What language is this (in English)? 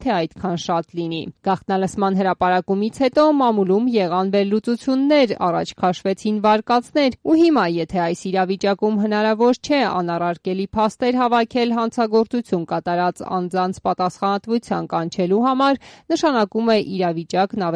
Armenian